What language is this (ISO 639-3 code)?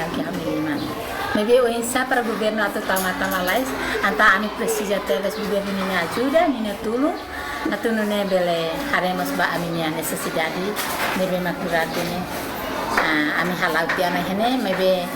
tet